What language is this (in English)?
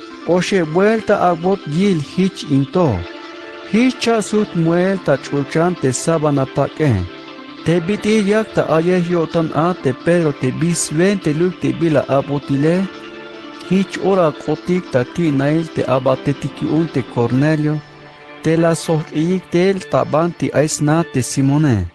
Tzeltal